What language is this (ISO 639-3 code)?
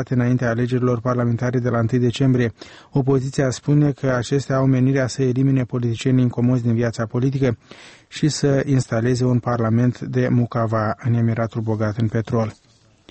ron